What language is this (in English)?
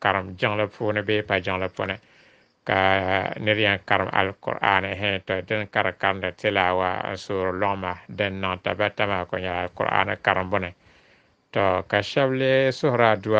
Dagbani